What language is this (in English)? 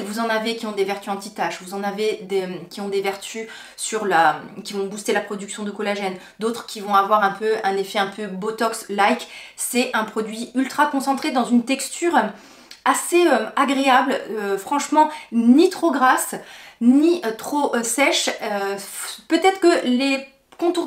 French